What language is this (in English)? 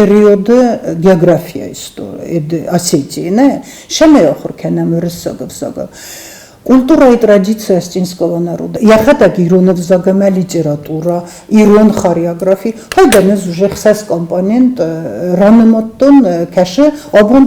Ossetic